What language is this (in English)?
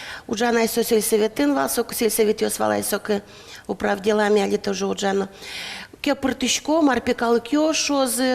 Udmurt